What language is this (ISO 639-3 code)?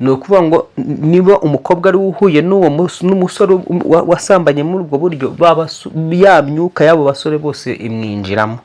kin